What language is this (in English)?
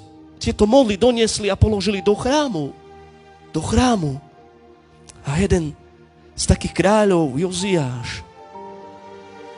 Slovak